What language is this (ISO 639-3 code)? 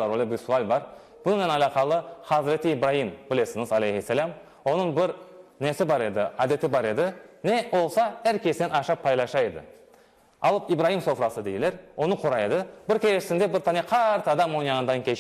crh